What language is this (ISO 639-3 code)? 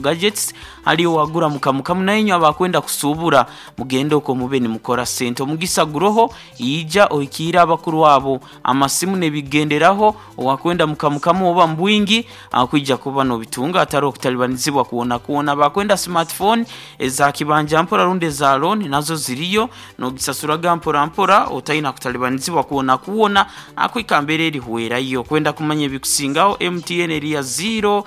nyo